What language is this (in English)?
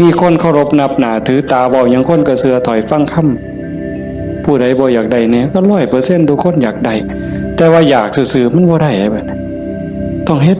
Northeastern Thai